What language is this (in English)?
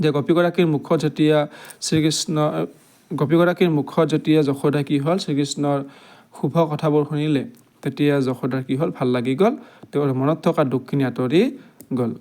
Assamese